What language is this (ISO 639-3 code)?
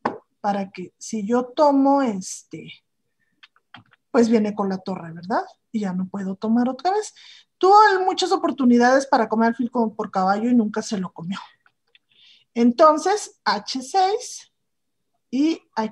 spa